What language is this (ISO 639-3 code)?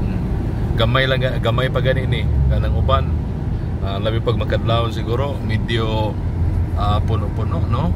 ceb